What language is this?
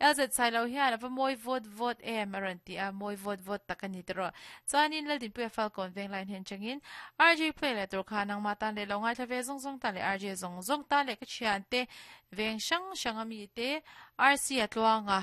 Mizo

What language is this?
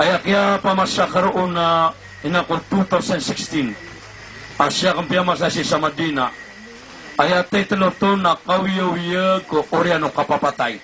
Maranao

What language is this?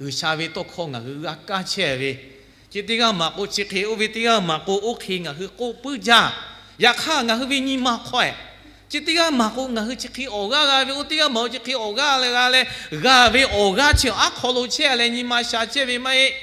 Lahu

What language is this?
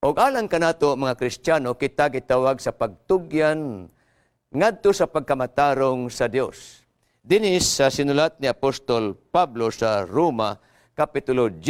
Cebuano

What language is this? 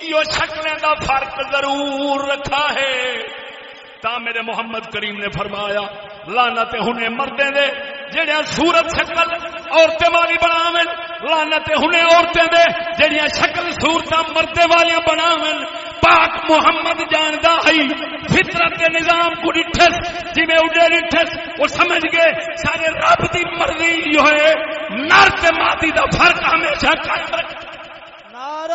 Saraiki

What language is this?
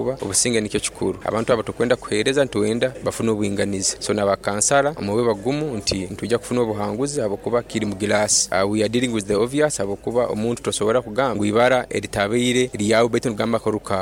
Nyoro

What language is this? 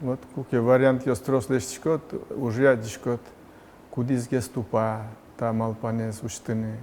Udmurt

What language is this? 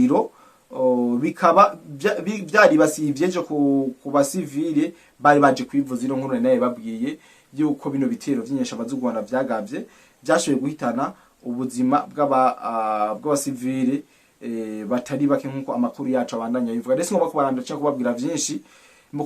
Rundi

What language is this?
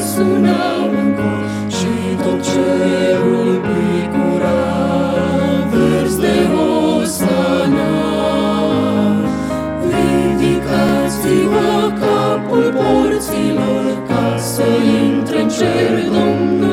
Romanian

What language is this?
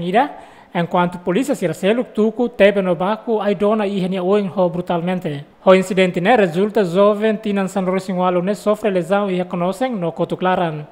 Tetum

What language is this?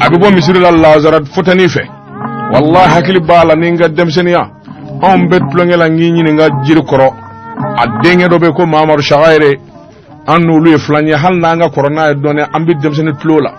Bambara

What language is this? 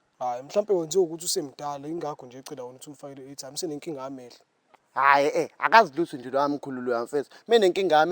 Zulu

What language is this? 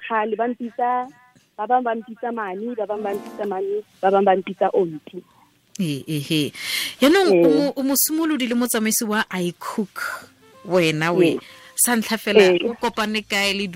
Tswana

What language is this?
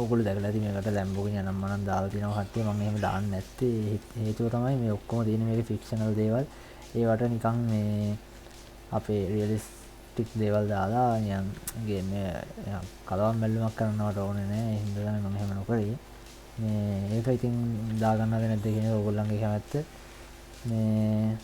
Sinhala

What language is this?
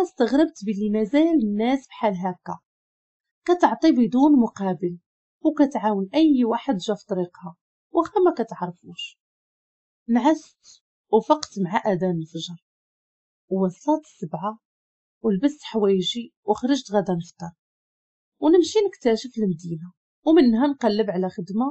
Moroccan Arabic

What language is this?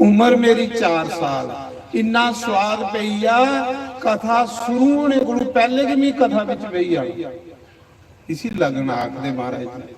Dogri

